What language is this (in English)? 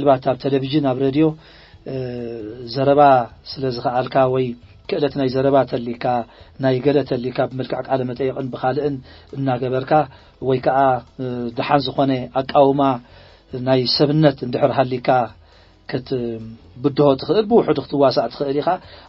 Tigrinya